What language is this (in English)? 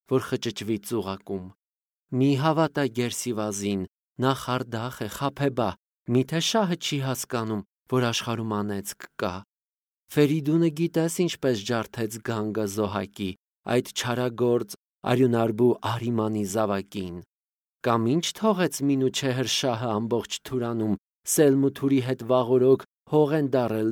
Armenian